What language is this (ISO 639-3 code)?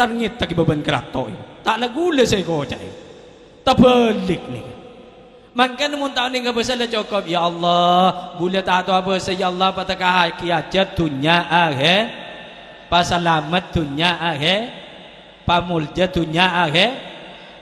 mad